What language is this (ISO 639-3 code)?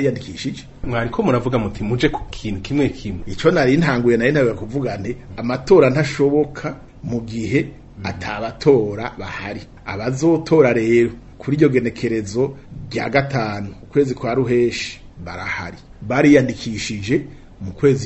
run